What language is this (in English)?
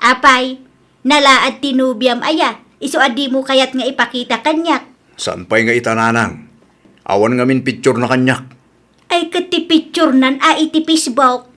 Iloko